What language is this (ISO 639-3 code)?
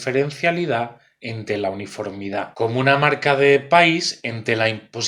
ast